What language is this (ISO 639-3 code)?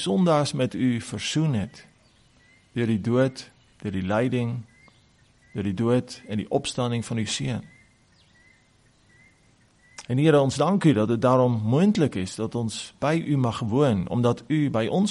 afr